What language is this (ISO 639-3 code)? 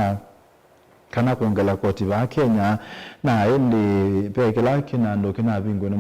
kam